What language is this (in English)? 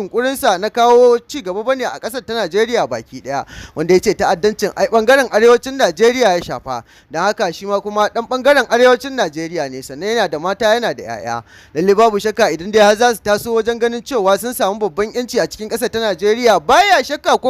Hausa